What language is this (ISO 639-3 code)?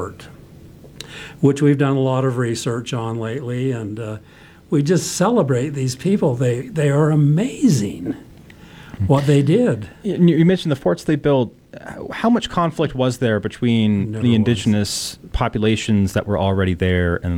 eng